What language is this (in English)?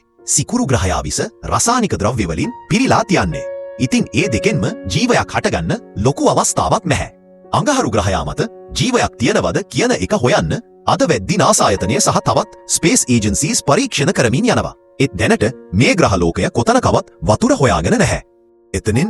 Sinhala